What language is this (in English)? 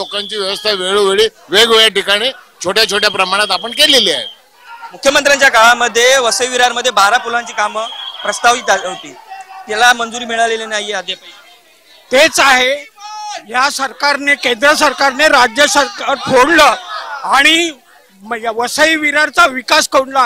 Marathi